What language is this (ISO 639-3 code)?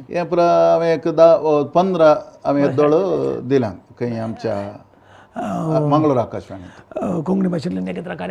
kok